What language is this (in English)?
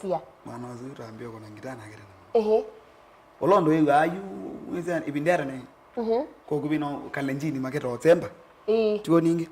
Kamba